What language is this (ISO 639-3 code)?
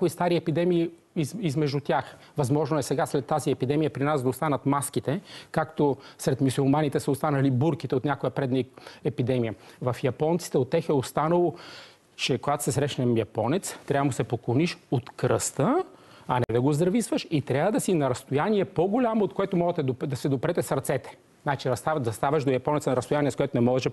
bul